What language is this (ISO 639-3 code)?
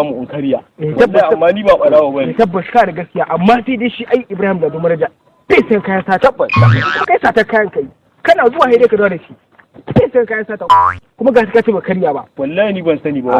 hau